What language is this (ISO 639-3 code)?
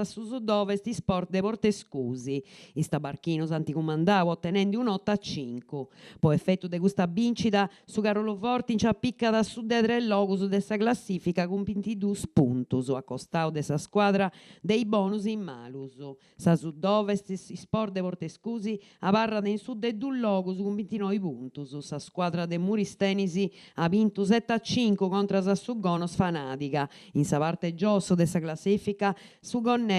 srd